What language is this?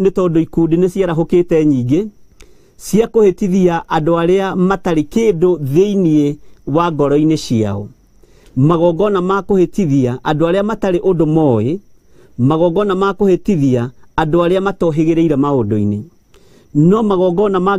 Kikuyu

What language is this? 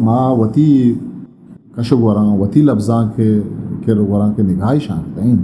Eastern Balochi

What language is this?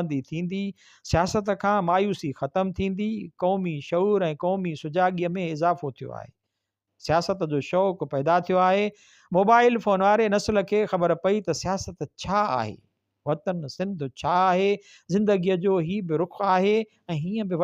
Sindhi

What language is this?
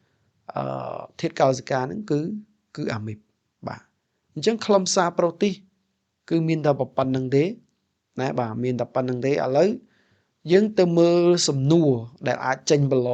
Khmer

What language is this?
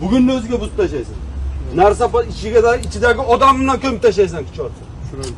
Uzbek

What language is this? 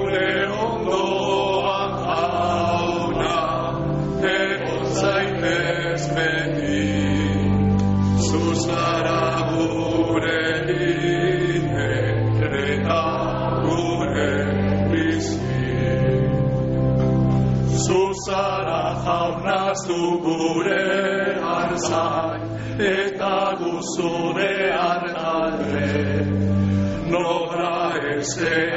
Basque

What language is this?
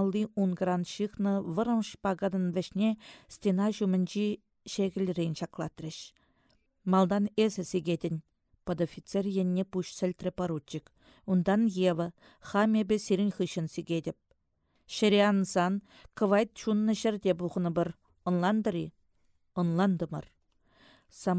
Chuvash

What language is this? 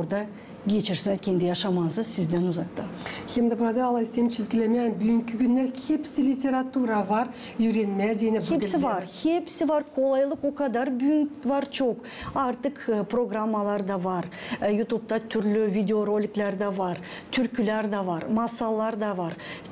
Gagauz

